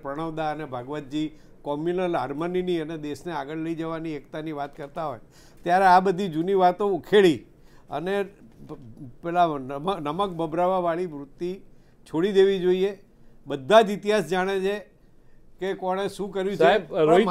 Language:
Gujarati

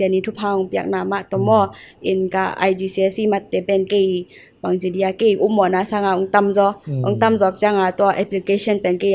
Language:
Tedim Chin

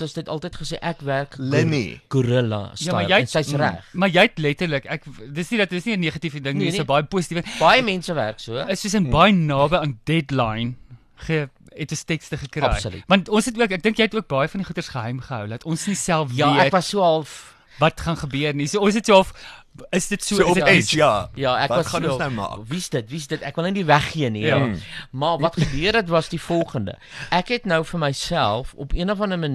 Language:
Afrikaans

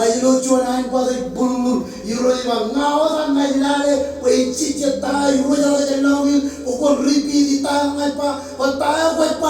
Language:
Marshallese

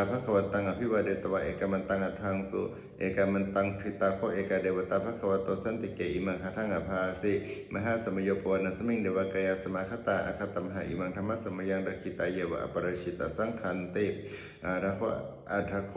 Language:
Pali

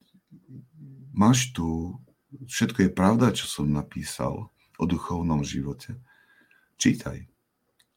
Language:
Slovak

